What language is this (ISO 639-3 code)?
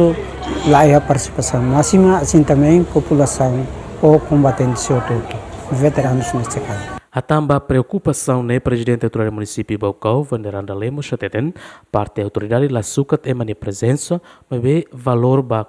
tet